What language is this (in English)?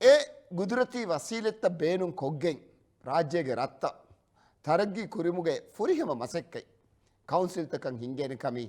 Divehi